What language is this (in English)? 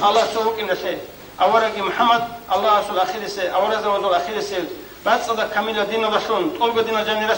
Avaric